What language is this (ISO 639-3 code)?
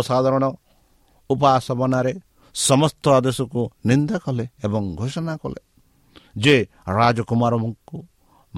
ori